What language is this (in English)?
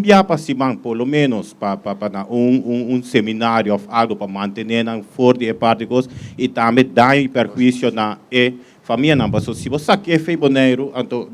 Papiamento